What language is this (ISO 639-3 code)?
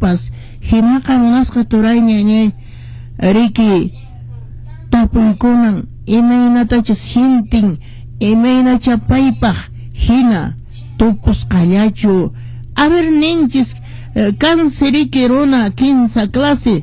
que